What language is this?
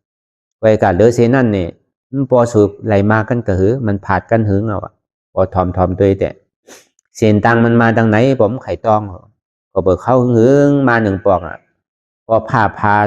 Shan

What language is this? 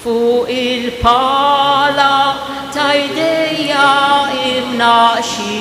Maltese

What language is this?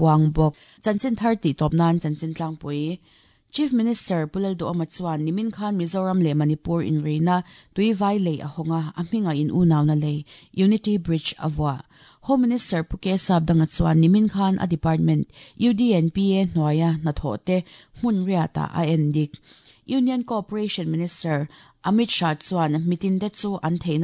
Mizo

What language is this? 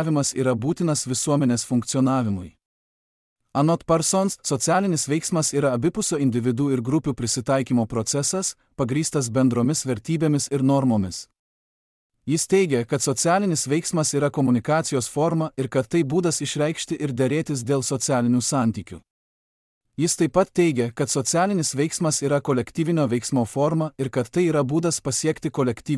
Lithuanian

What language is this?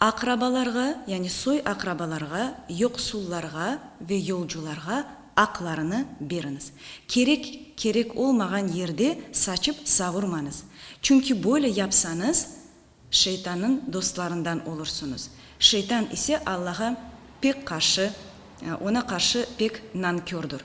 Crimean Tatar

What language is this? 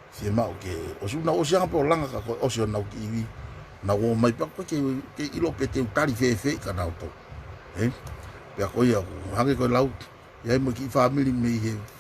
Tongan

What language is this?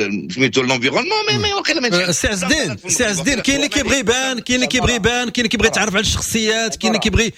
Moroccan Arabic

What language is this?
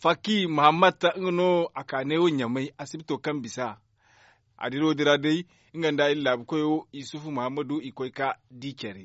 Zarma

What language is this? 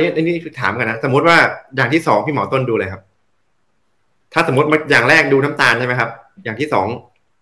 Thai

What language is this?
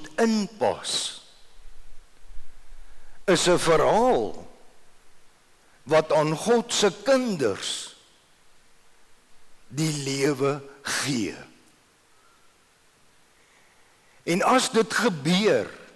Afrikaans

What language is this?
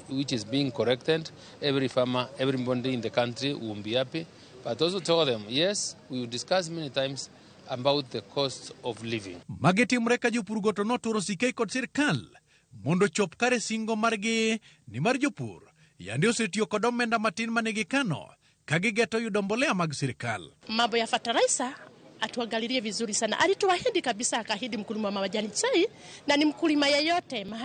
Luo (Kenya and Tanzania)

